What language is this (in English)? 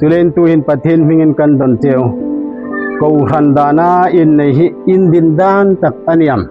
Hmar